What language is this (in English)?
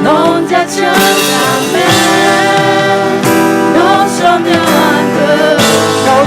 Akha